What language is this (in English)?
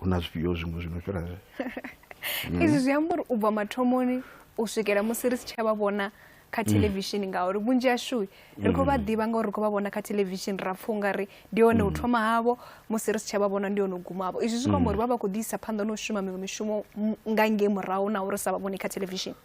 Venda